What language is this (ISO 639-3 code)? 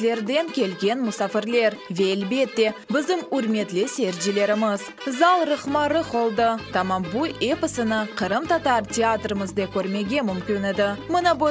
crh